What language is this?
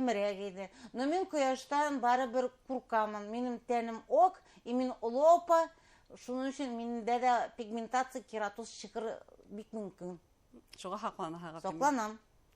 Bashkir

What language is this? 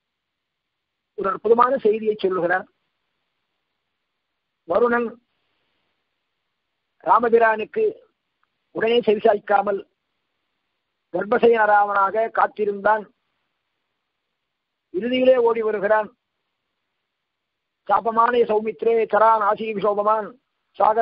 Tamil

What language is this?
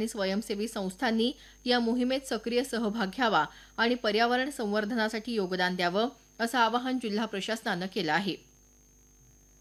Marathi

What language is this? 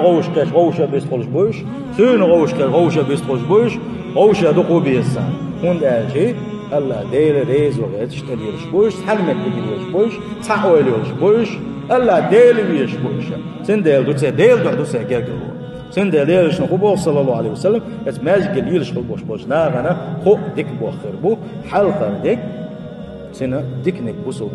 Chechen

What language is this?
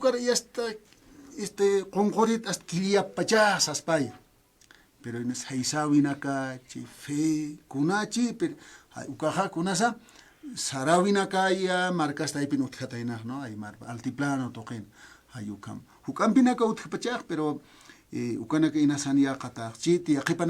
Aymara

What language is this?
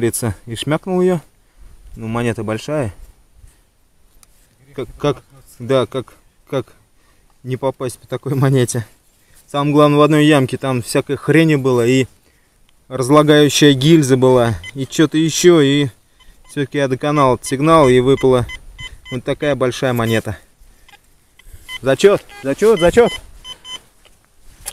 Russian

